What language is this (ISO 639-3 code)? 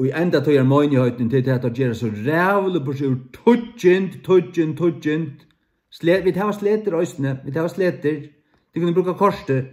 fao